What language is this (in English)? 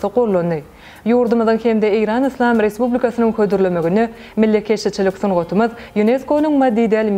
Turkmen